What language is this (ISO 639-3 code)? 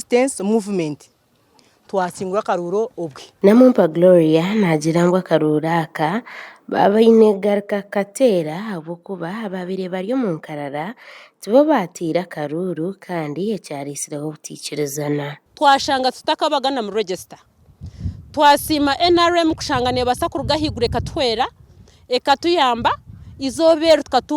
nyn